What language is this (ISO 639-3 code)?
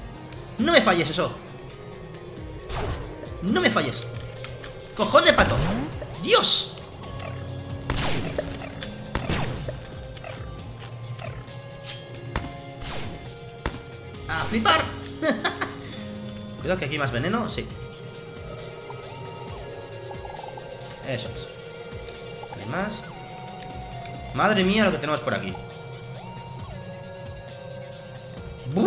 spa